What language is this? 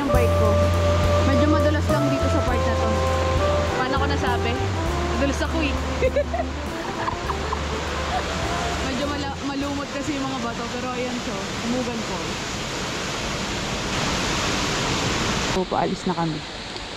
Filipino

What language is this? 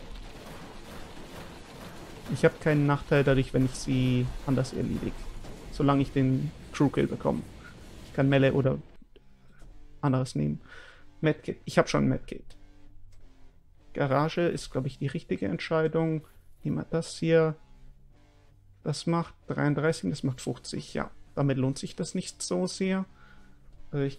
German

